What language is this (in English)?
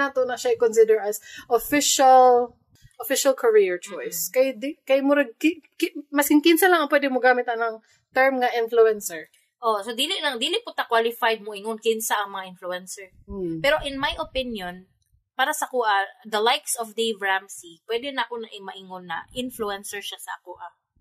Cebuano